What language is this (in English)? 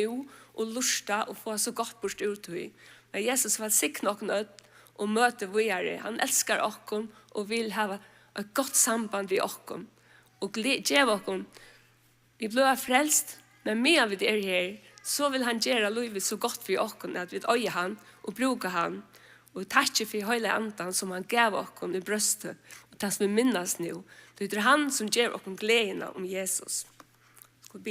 Faroese